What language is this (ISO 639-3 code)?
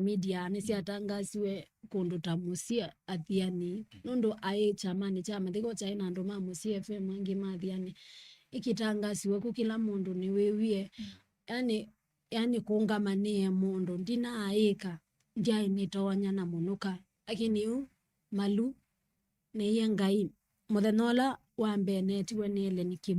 kam